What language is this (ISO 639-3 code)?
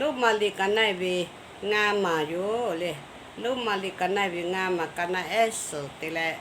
lhu